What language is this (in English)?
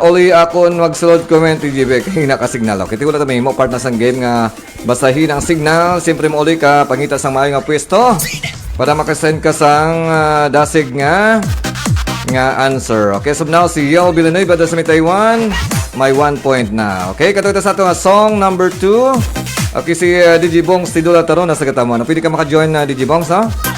Hiligaynon